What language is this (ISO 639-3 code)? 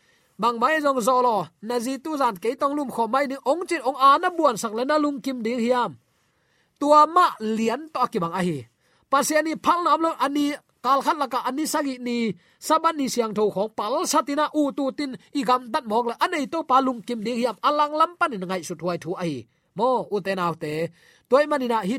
ctd